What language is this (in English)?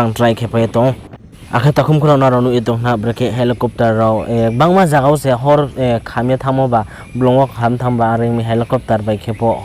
Riang (India)